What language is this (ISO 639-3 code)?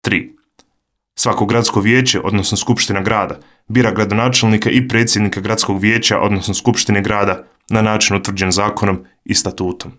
srp